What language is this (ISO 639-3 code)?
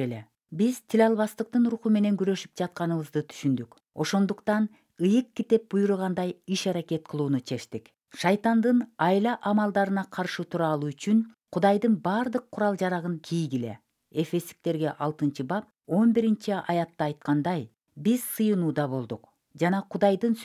kir